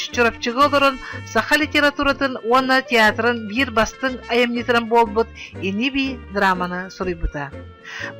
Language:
Yakut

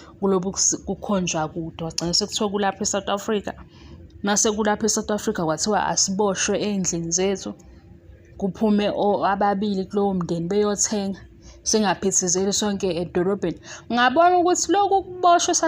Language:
Zulu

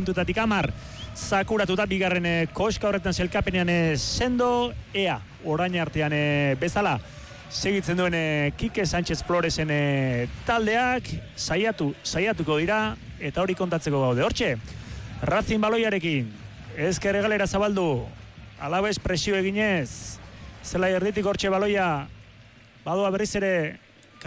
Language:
Basque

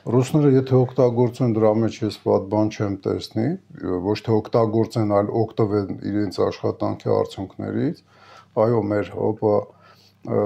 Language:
Armenian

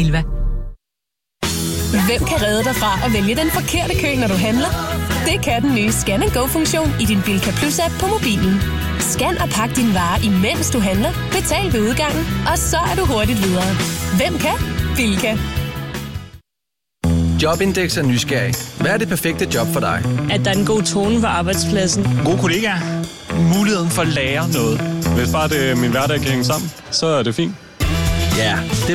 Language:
Danish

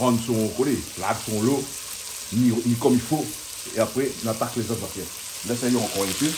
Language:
Réunion Creole French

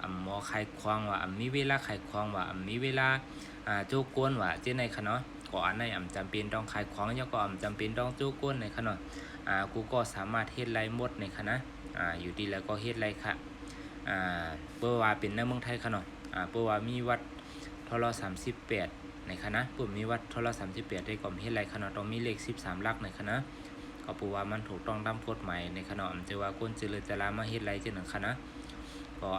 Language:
Shan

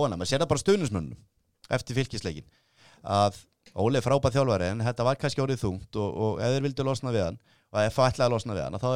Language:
Icelandic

